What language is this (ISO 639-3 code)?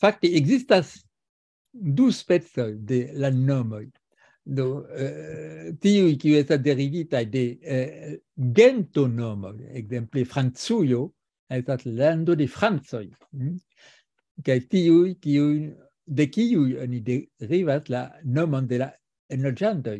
epo